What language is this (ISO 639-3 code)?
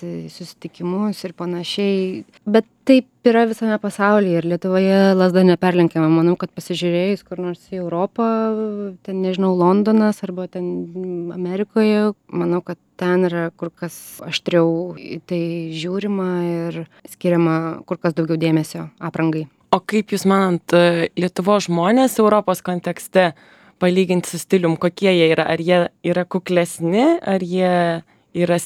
lit